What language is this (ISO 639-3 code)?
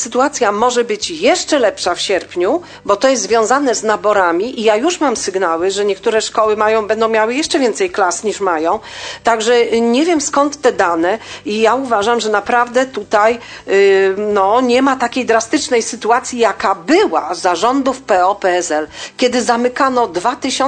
pol